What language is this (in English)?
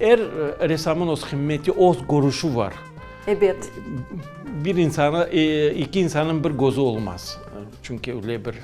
Crimean Tatar